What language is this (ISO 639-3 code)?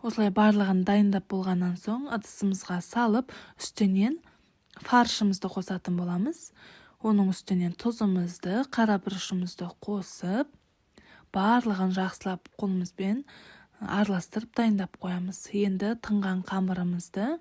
kaz